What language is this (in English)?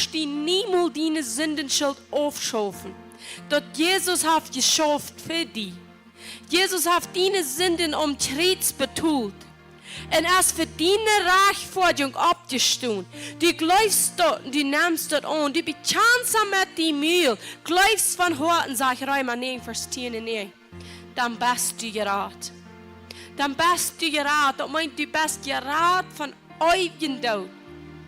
Plautdietsch